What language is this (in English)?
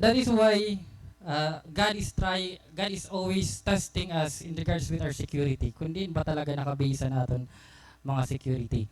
Waray